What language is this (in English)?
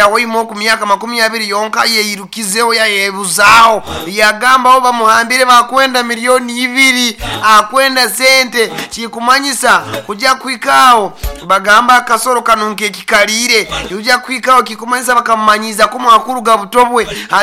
Nyoro